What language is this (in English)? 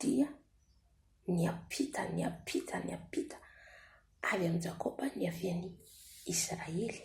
Malagasy